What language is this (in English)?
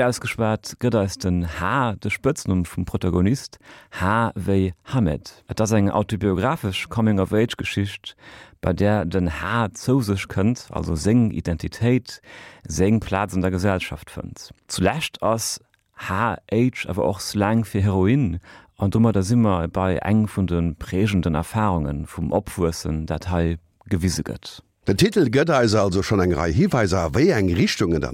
Luxembourgish